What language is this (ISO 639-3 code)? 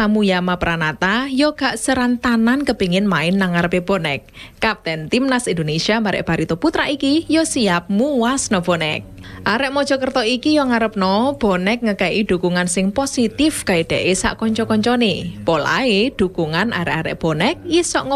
jav